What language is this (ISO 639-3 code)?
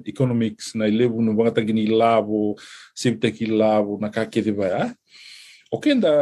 fij